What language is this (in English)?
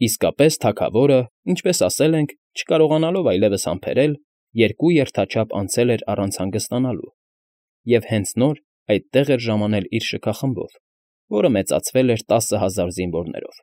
Armenian